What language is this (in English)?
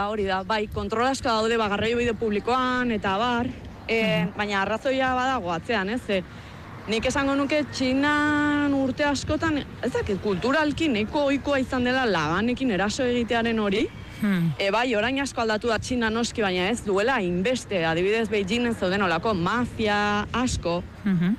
Basque